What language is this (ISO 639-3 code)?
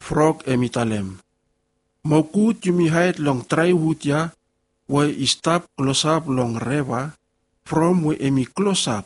bis